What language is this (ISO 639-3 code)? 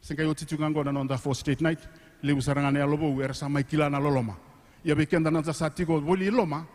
fij